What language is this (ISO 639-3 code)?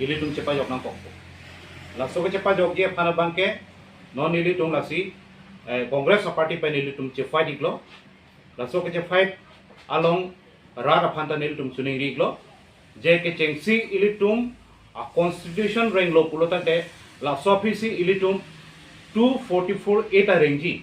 mjw